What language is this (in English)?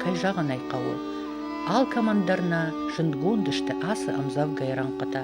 Ossetic